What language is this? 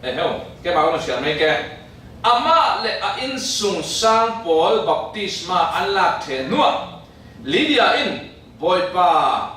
Falam Chin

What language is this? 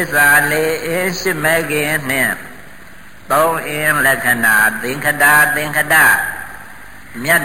Burmese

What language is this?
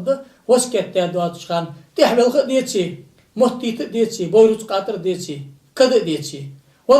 Ingush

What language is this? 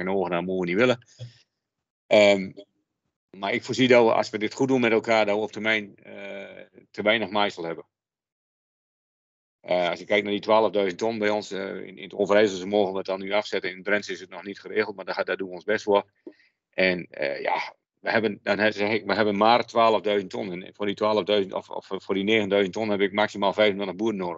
Dutch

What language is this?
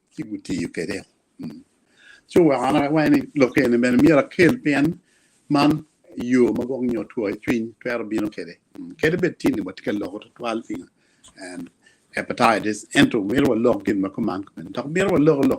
Acoli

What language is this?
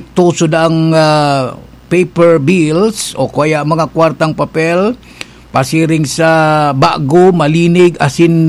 Bikol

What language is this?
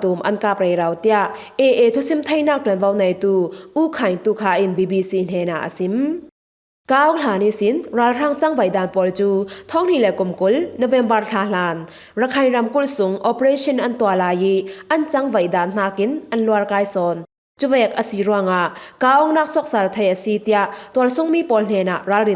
Falam Chin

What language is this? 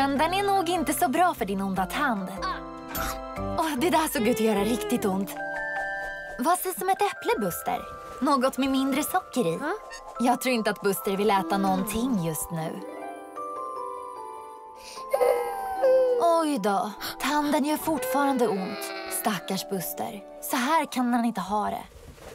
Swedish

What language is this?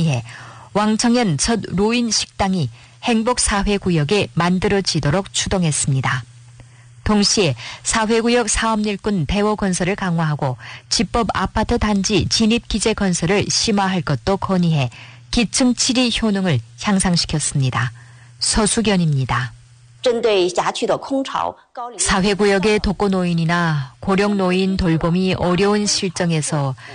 Korean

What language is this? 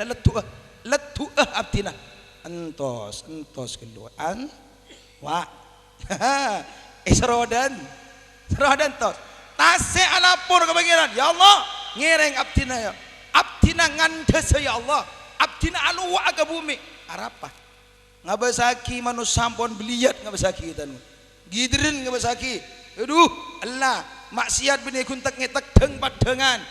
Madurese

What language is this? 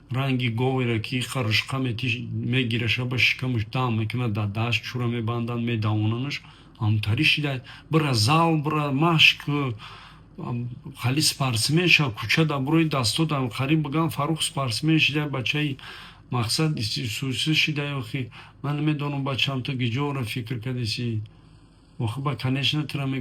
Tajik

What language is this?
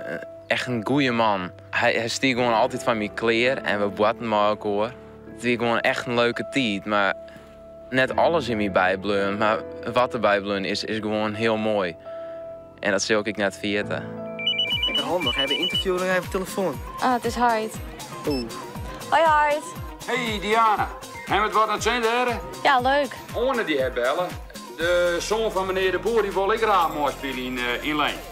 Western Frisian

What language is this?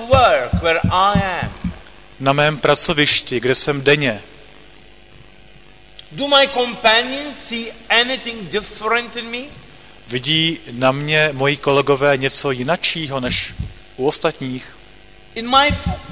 Czech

